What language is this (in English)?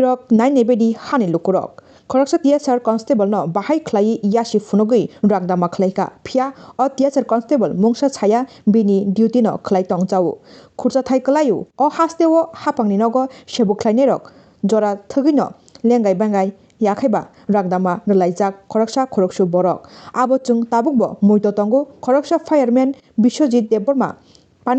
Kok Borok